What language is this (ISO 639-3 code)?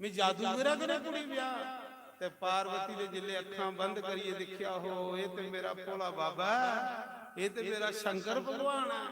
doi